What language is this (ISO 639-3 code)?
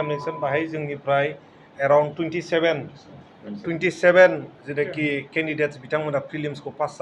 brx